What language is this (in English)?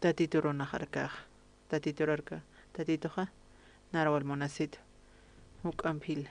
Aymara